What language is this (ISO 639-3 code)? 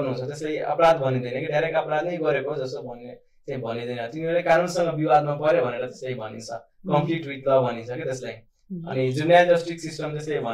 nep